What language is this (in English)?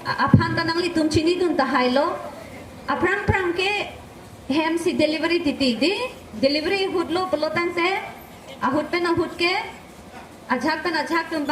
Karbi